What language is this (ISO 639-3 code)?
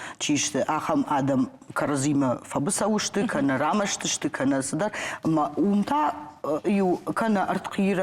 oss